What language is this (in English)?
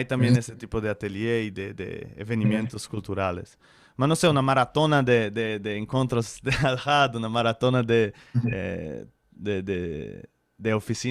Ladino